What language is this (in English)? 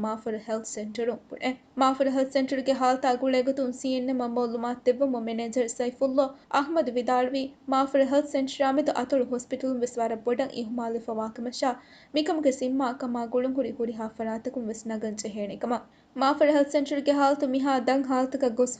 Divehi